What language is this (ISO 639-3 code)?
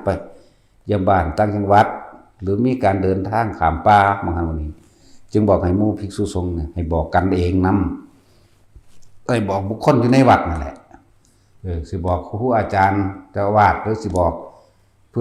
tts